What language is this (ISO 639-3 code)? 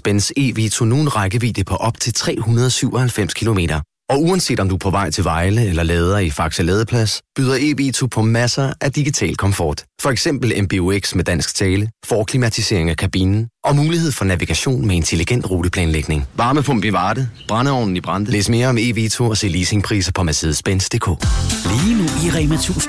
dan